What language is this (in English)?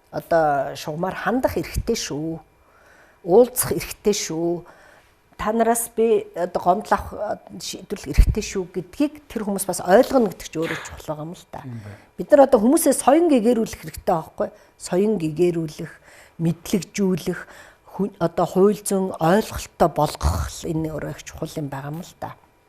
Mongolian